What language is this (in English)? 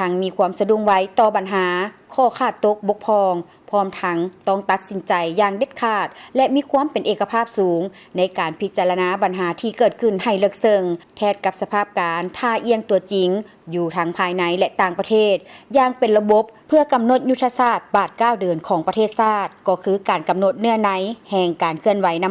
Lao